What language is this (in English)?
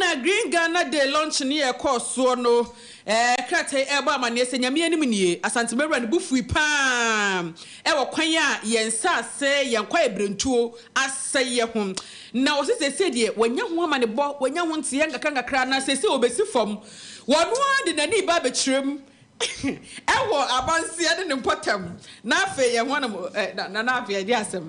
Akan